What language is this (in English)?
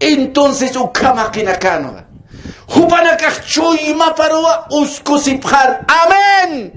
Aymara